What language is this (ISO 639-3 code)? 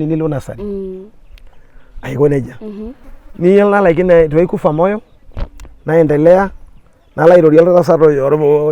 mas